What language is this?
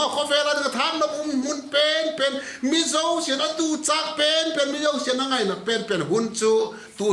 Vaiphei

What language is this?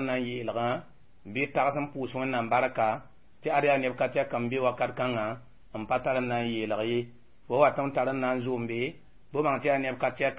Mossi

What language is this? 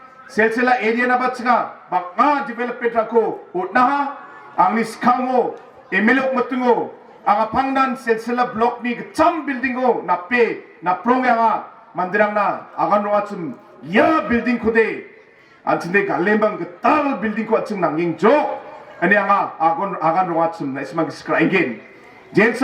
Garo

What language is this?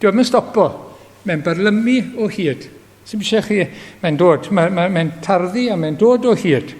Welsh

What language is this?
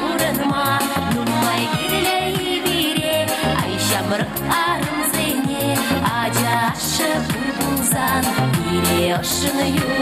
Chuvash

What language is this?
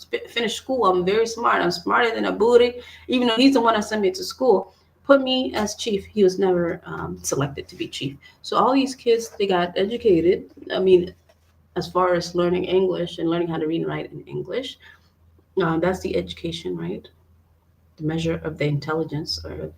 Acoli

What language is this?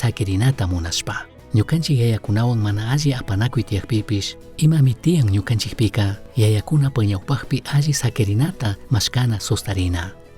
Chimborazo Highland Quichua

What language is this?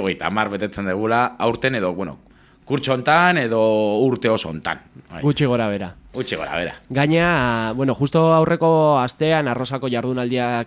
Basque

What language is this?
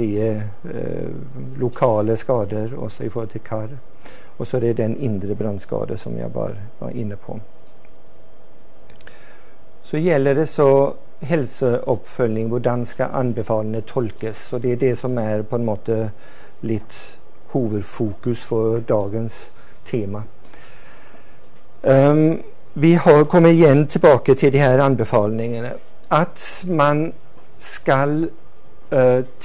Norwegian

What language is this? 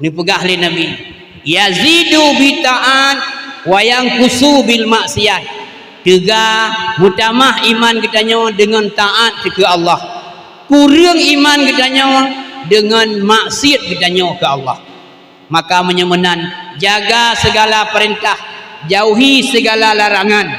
Achinese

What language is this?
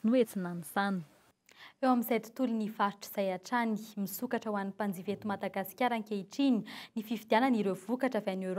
Malagasy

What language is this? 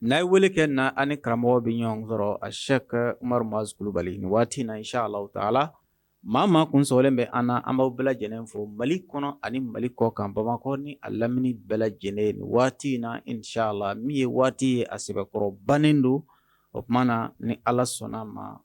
Bambara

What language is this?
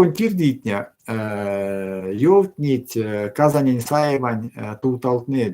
Erzya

